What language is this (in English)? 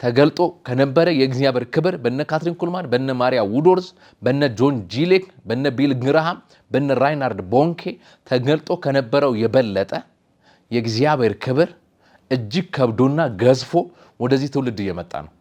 Amharic